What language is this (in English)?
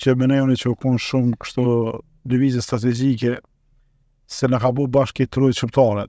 Albanian